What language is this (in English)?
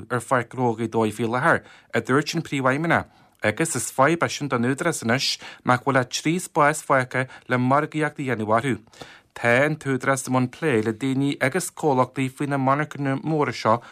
Irish